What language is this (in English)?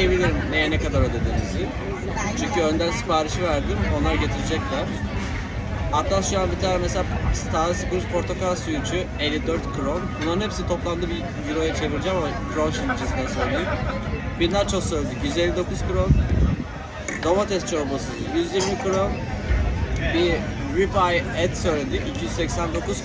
Turkish